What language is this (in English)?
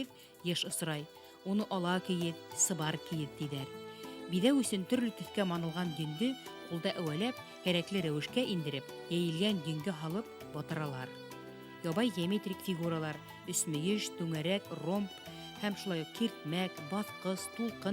Bashkir